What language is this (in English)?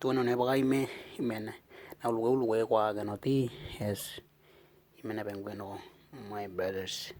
Western Dani